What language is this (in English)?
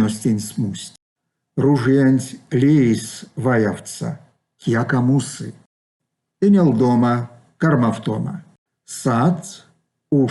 Erzya